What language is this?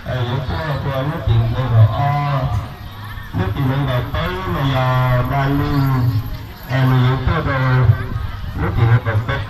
Hmong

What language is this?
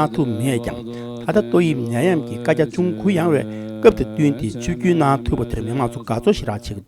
Tibetan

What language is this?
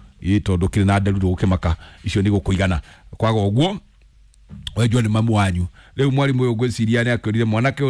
Kikuyu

